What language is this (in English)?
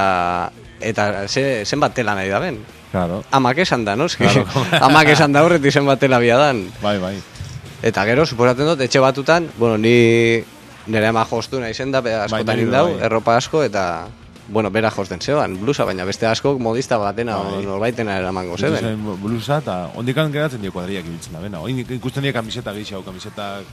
Basque